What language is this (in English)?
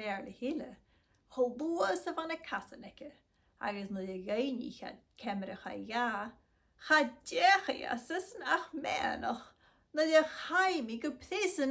Scottish Gaelic